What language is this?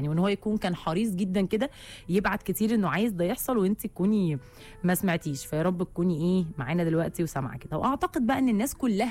Egyptian Arabic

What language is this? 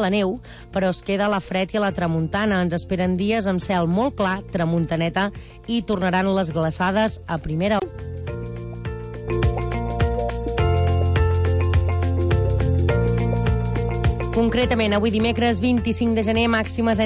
Catalan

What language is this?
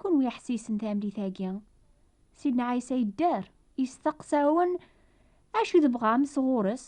Kabyle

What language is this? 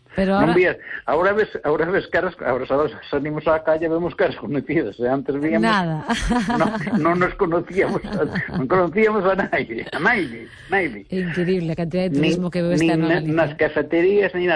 Galician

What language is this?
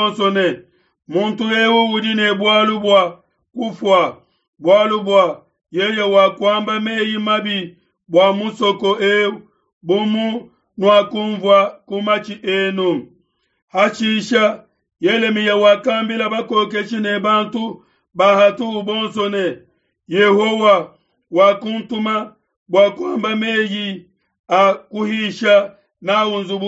Luba-Lulua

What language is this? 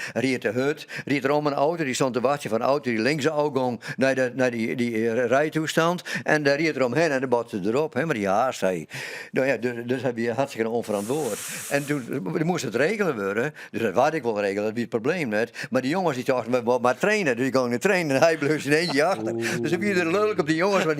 Western Frisian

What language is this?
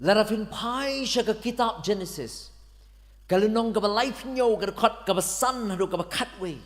Khasi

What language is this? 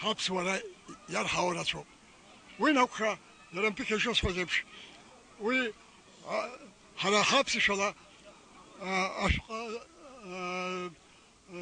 Abkhazian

